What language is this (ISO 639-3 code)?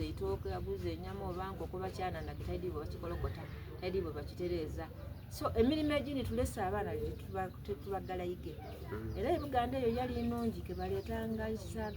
xog